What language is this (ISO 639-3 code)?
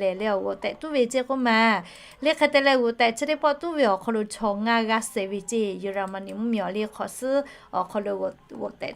lhu